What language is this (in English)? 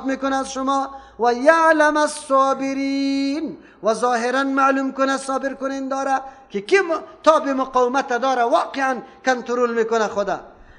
Persian